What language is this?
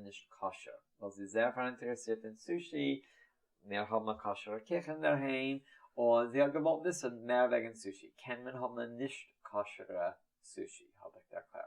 Yiddish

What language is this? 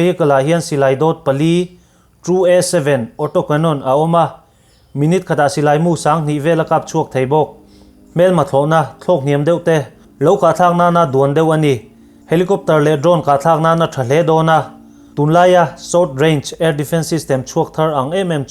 Mizo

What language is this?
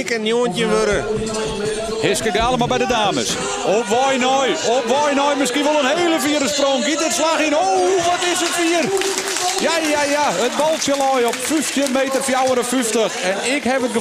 Western Frisian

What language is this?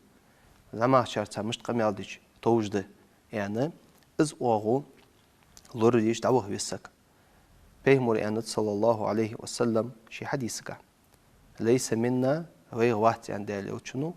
Ingush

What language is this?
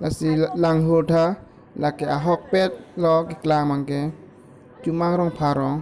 Karbi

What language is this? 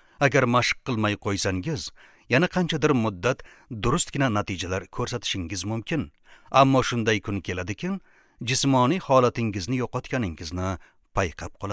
Uzbek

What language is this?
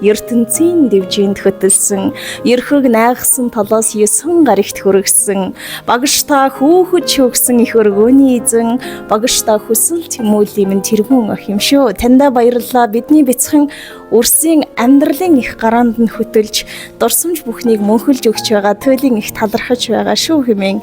Mongolian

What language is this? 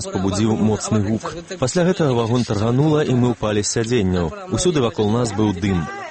Belarusian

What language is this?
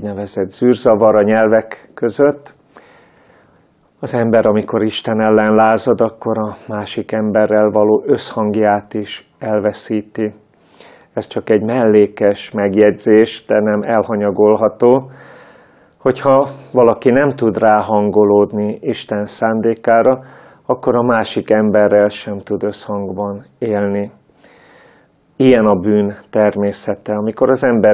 Hungarian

